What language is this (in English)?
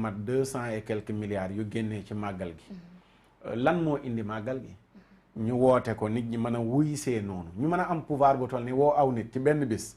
Wolof